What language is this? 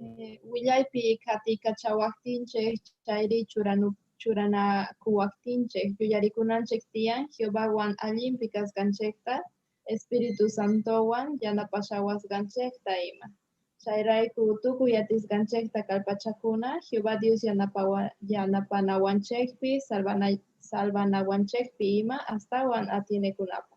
South Bolivian Quechua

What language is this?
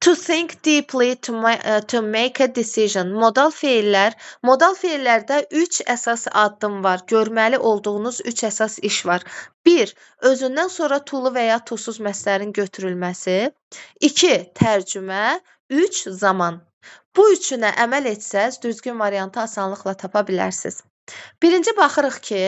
Azerbaijani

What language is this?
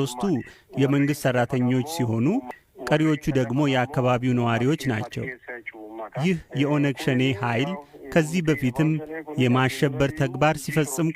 Amharic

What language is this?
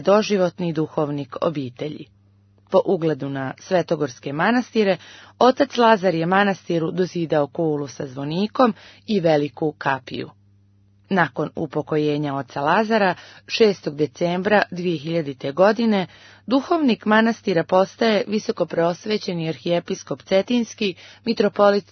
Serbian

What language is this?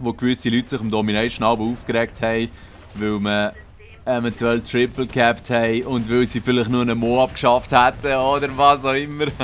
Swiss German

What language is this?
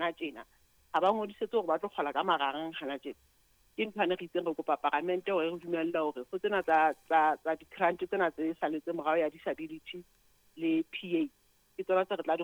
Southern Sotho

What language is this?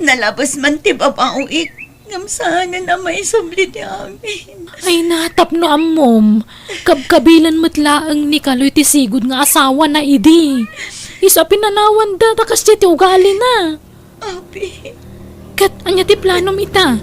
Iloko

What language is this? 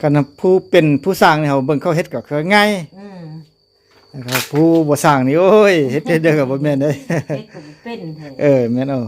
Lao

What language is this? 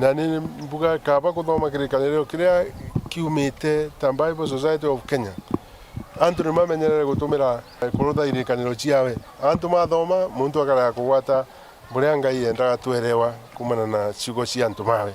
Meru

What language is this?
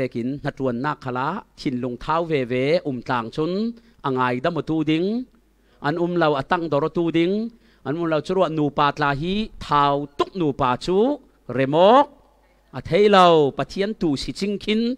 Falam Chin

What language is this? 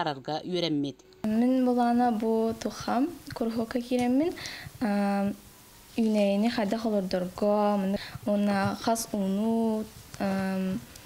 Yakut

